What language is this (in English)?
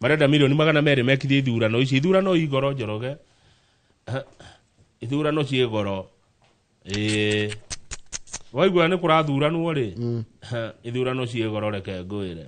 Kikuyu